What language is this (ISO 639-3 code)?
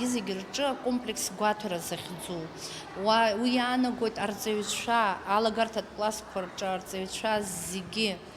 abk